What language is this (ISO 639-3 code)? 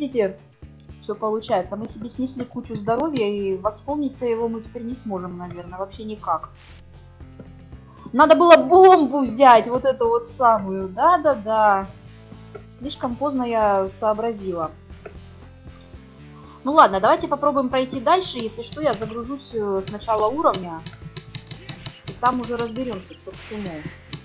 rus